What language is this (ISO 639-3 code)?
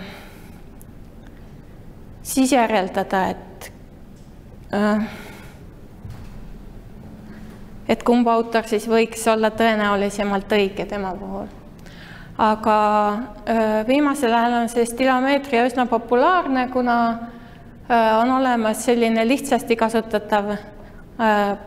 est